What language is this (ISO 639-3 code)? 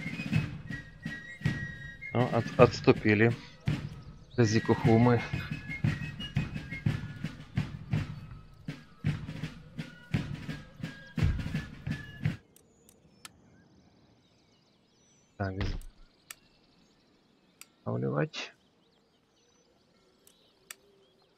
rus